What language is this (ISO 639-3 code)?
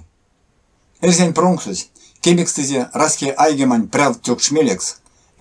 myv